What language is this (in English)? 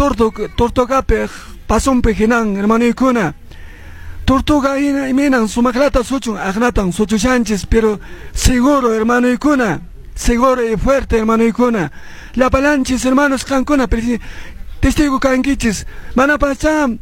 Quechua